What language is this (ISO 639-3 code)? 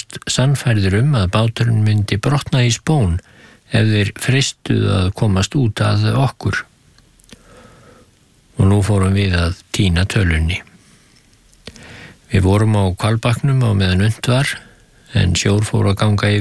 isl